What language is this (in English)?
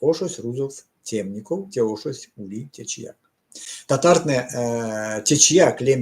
Erzya